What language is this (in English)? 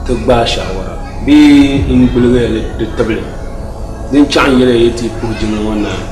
Dagbani